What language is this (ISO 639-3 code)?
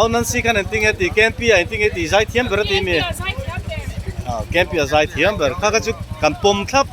lus